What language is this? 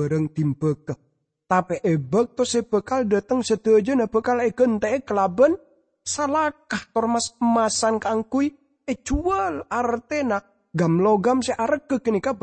Madurese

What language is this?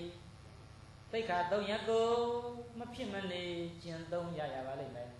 Burmese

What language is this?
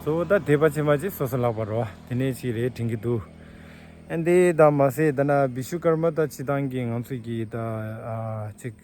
Tibetan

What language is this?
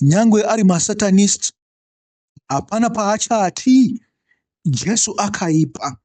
Shona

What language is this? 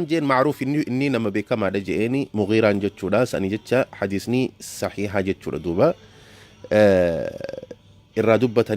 Oromo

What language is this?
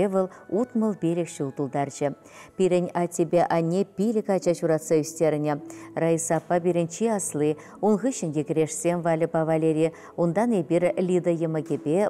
Chuvash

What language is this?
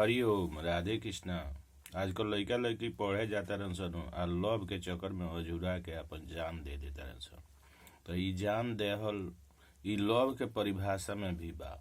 Bhojpuri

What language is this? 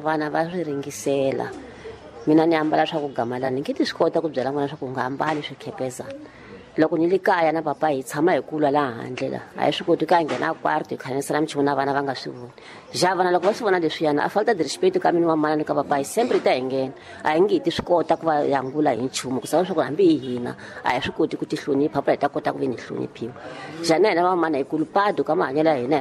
Tsonga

